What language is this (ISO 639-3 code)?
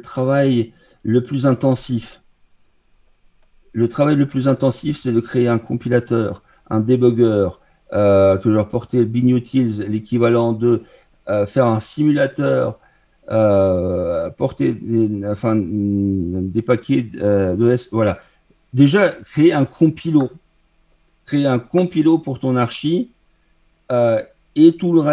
fra